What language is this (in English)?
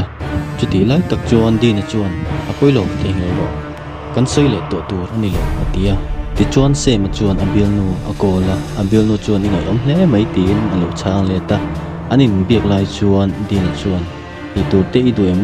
Mizo